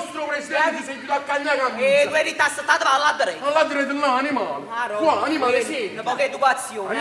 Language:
Neapolitan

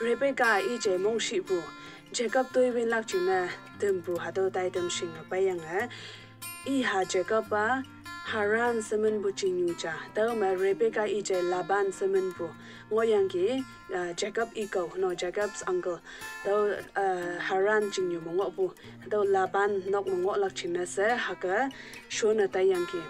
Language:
Konyak Naga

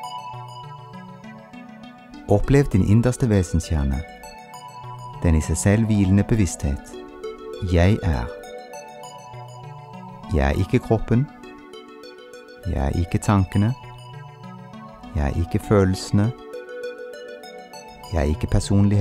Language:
Norwegian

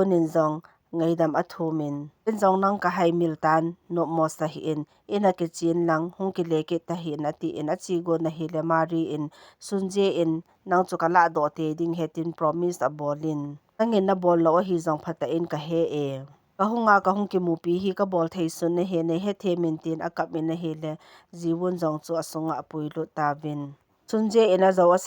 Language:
Thado Chin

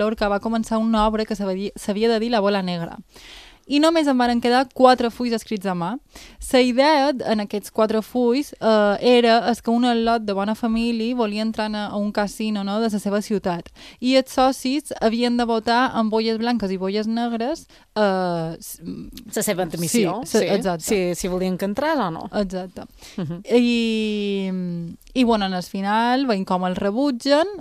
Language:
Catalan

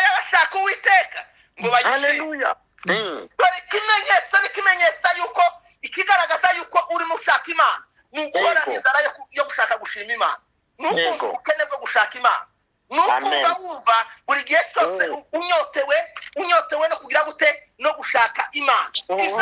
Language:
Kinyarwanda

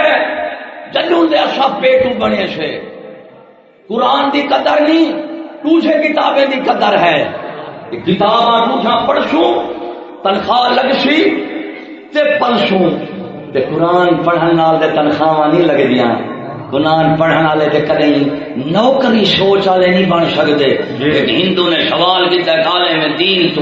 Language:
Saraiki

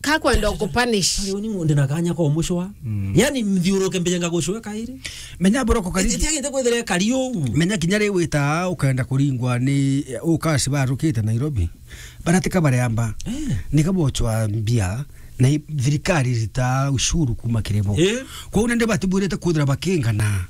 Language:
Meru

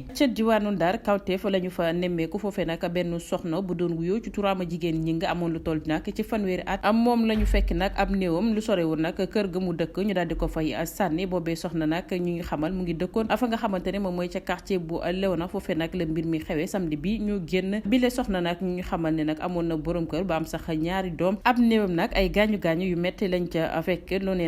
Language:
Wolof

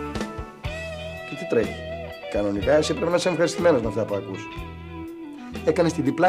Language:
Greek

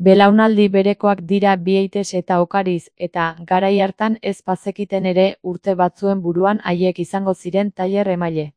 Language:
Basque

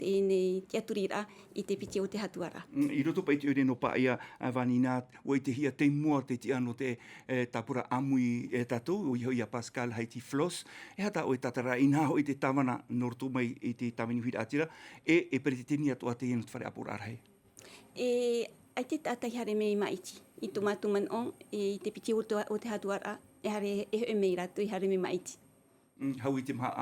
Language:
Tahitian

